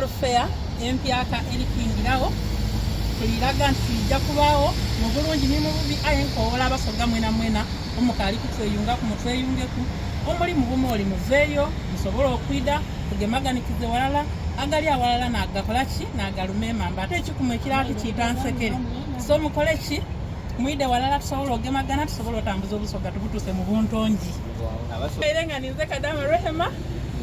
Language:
Soga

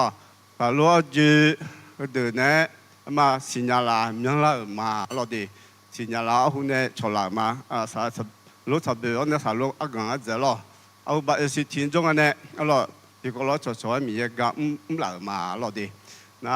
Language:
Akha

